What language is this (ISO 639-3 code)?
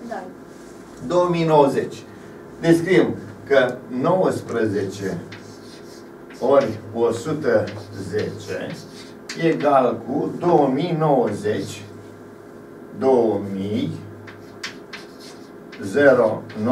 ron